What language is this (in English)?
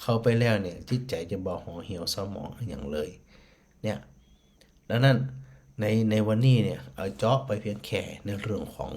Northern Thai